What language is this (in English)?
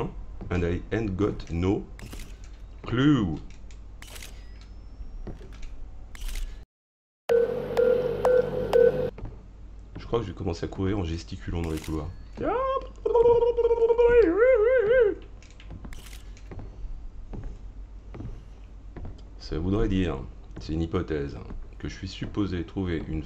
French